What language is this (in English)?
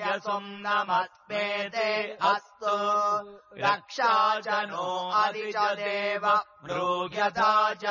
Sanskrit